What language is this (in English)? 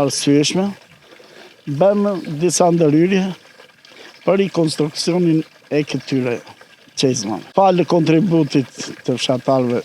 Albanian